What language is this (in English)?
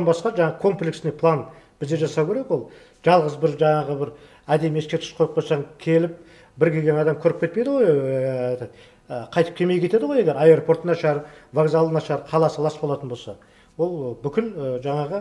Kazakh